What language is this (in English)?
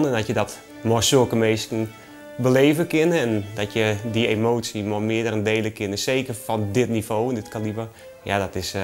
Western Frisian